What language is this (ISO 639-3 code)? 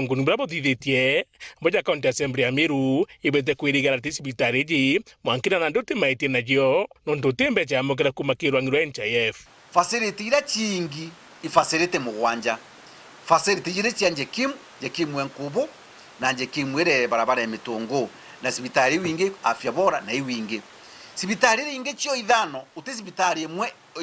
mer